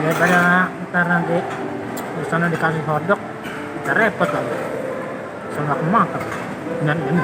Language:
Betawi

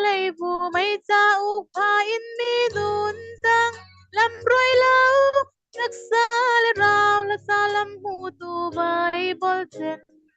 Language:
Falam Chin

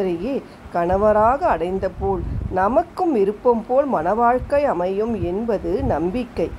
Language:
Tamil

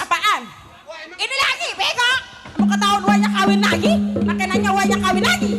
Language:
Betawi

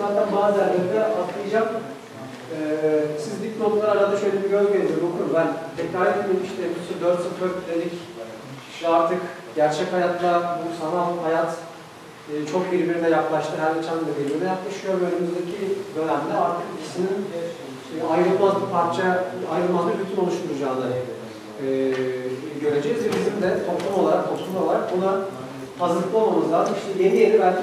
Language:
Turkish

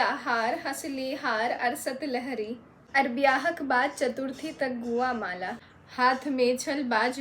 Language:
Maithili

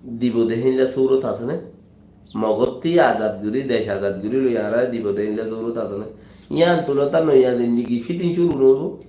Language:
Rohingya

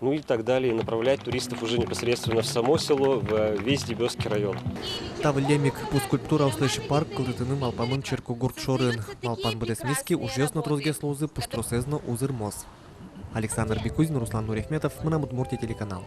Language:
Udmurt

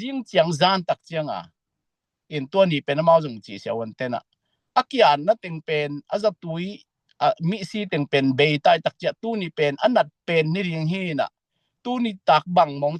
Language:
Tedim Chin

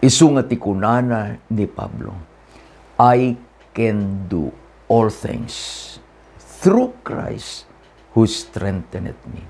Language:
Iloko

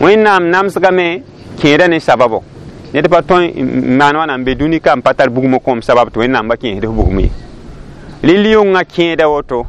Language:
Mossi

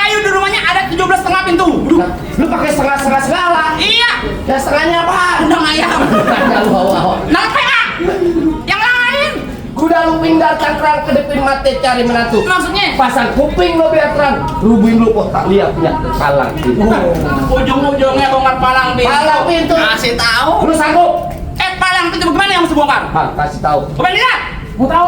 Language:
Betawi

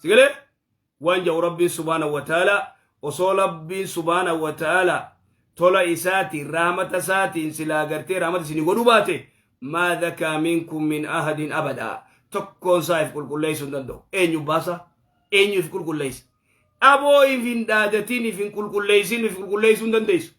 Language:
Oromo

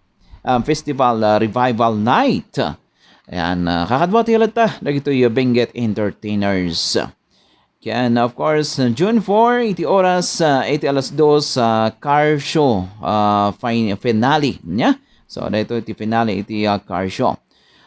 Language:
Iloko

